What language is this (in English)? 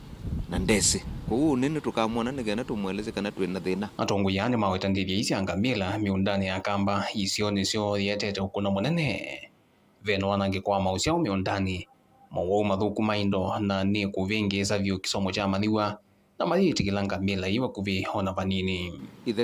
Kamba